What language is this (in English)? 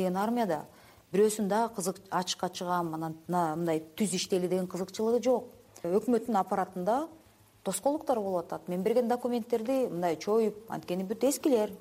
Kyrgyz